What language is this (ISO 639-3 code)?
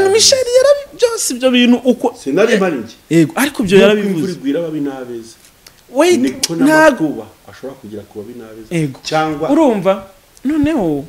kin